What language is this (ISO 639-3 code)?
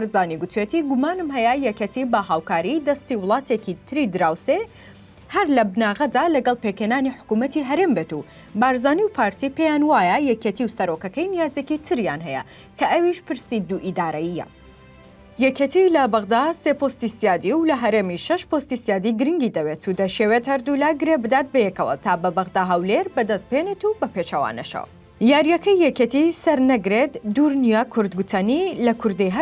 ckb